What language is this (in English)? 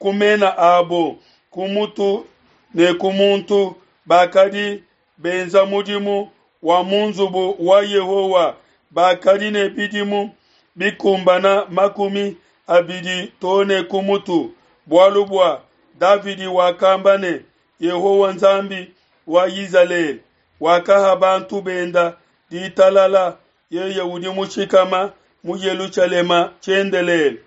Luba-Lulua